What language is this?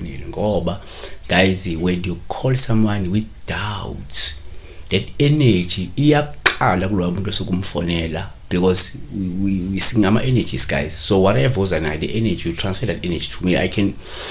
Zulu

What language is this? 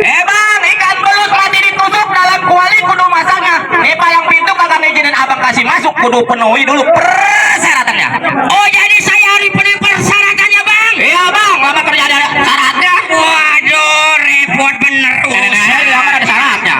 Betawi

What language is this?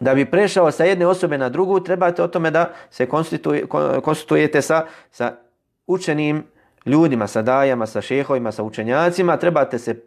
Bosnian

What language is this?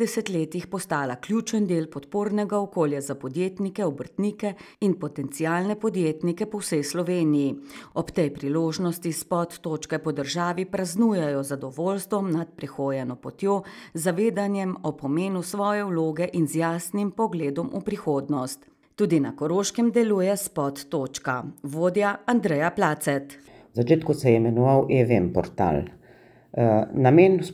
Slovenian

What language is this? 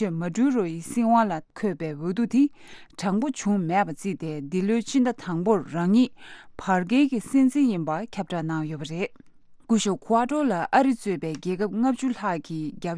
Tibetan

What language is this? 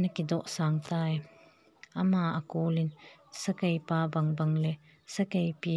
Thado Chin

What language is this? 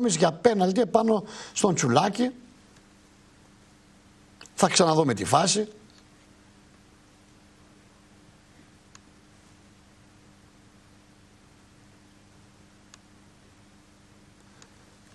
Greek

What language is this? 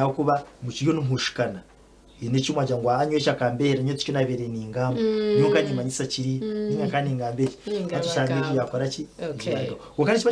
Nyankole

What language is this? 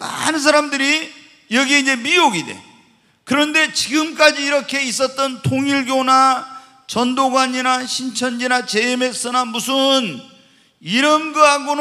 Korean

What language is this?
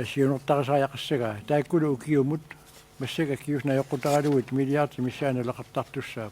Kalaallisut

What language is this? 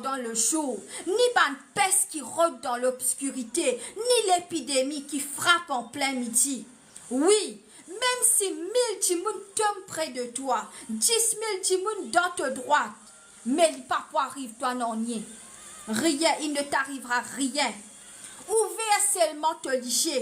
Morisyen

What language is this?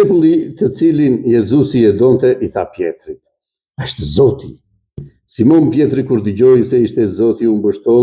Albanian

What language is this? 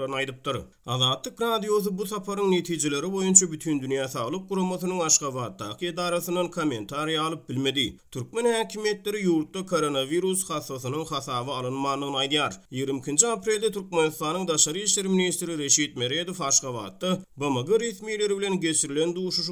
Turkmen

